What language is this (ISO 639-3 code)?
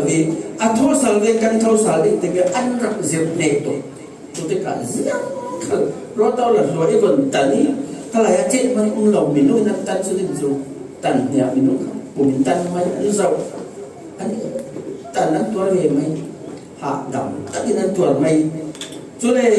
cfm